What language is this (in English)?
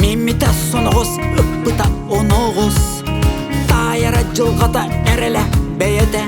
Yakut